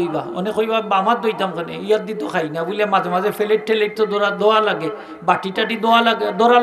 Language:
Sylheti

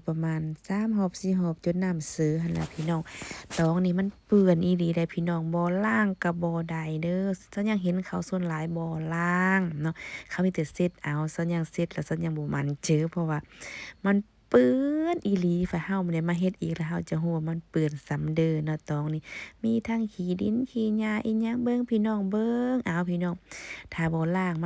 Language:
Lao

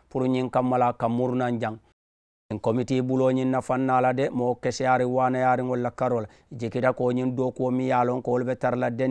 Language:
Mandingo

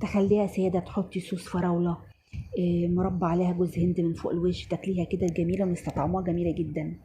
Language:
Egyptian Arabic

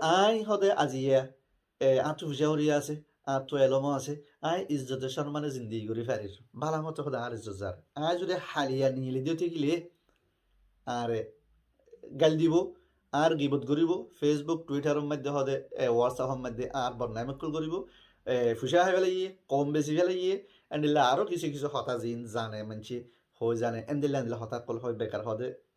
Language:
Rohingya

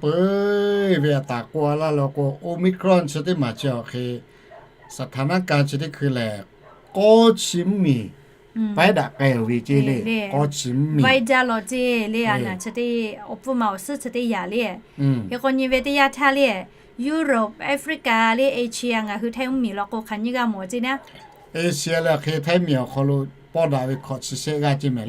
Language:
Lahu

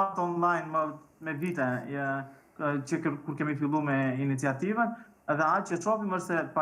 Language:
Albanian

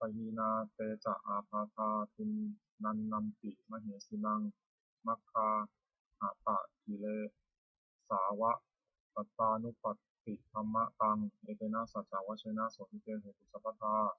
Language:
Pali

